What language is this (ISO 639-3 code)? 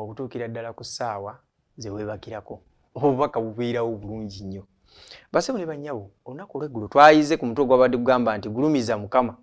lug